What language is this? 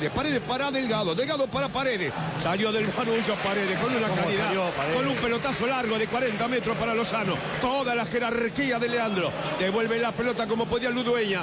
Spanish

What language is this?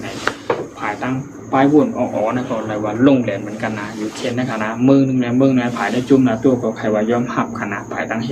Shan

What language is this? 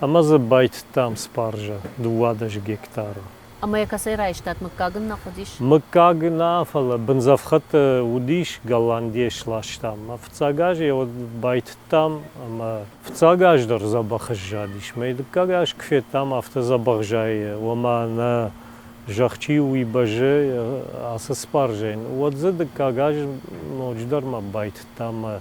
Ossetic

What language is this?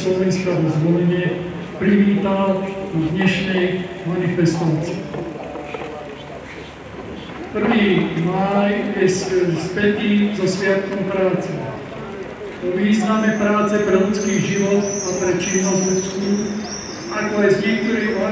Slovak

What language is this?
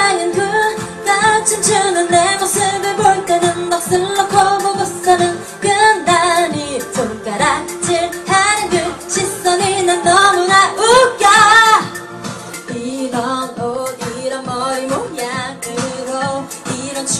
Korean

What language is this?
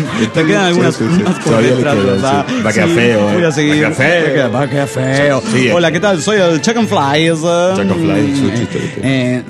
Spanish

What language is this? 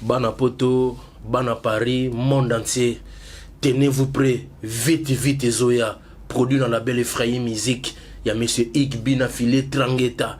Lingala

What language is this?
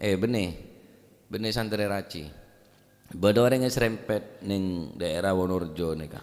Madurese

